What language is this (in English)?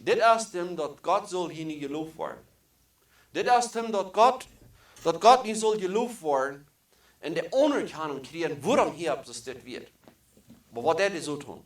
Plautdietsch